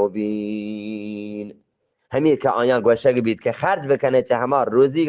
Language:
Eastern Balochi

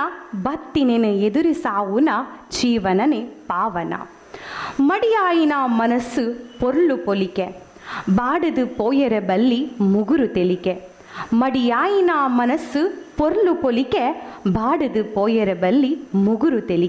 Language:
Tulu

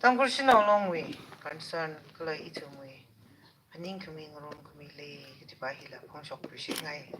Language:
Tangkhul Naga (India)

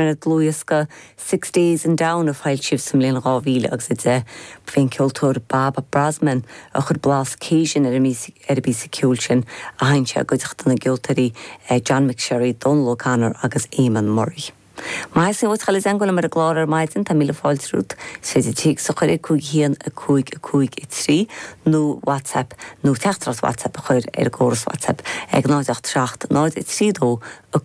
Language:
Irish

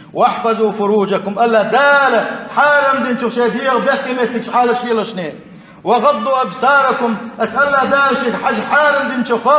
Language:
Chechen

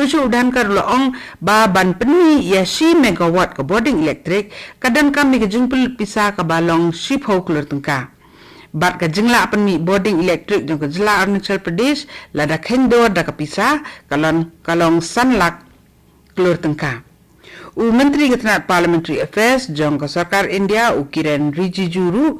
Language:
Khasi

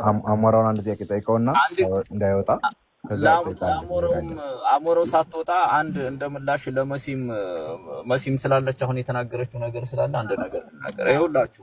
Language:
Amharic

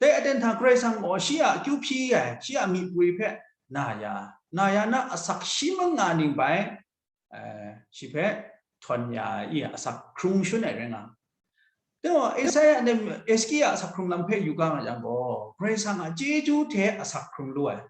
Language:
Kachin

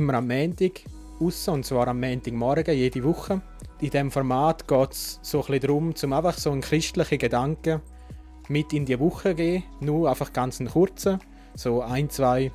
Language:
Swiss German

